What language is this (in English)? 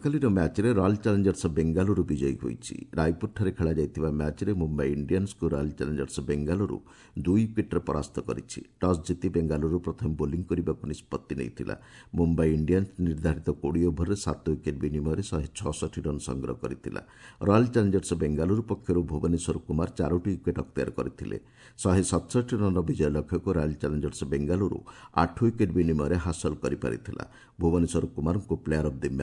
Odia